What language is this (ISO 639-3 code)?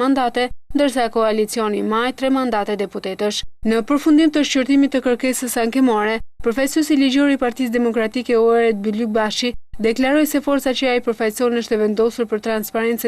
sqi